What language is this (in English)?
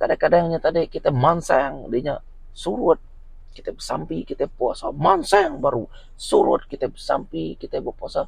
Iban